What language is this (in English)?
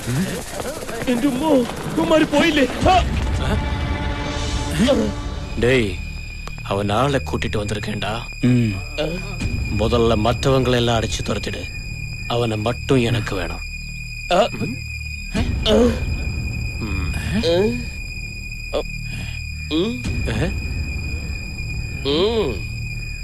Malayalam